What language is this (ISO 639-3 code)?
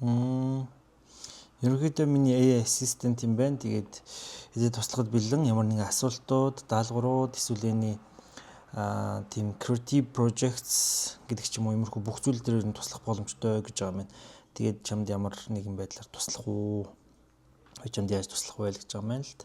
mon